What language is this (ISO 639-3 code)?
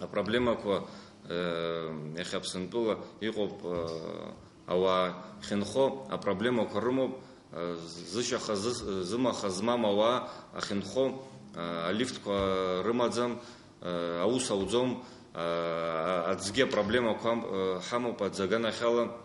abk